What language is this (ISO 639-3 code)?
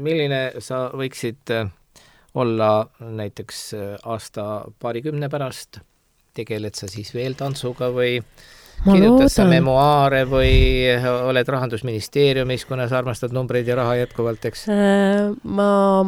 est